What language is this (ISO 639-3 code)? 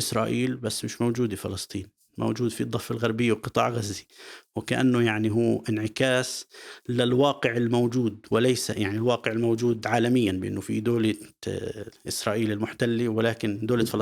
apc